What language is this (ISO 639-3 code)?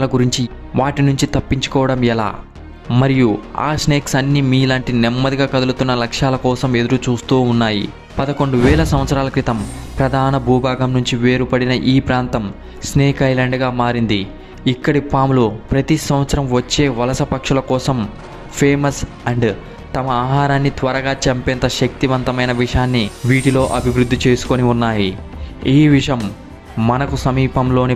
tel